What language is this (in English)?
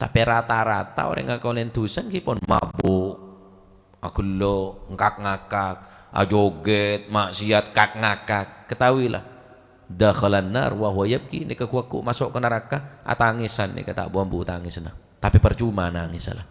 Madurese